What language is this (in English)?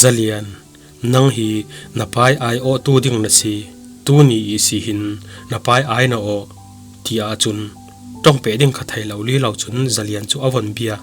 Falam Chin